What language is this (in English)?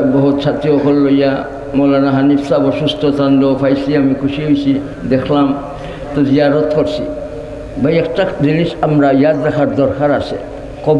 Sylheti